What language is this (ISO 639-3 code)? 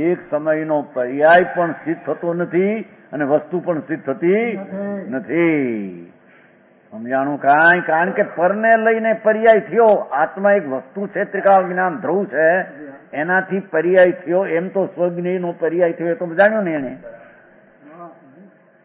guj